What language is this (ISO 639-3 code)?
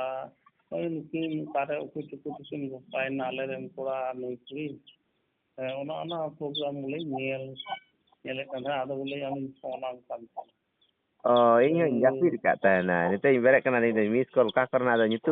sat